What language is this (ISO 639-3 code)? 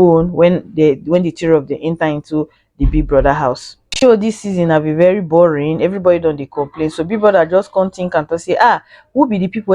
pcm